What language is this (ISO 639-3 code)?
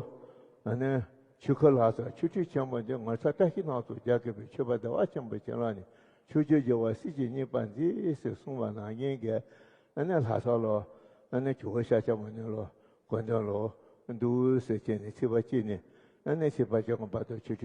bod